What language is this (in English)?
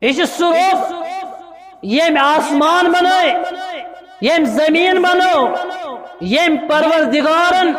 Kashmiri